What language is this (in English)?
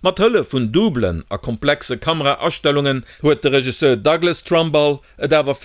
Luxembourgish